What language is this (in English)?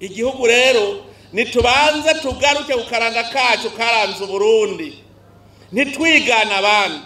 Rundi